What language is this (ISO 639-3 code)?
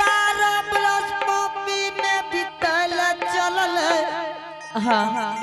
anp